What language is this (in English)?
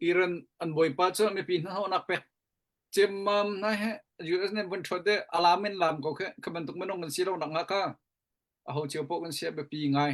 Hakha Chin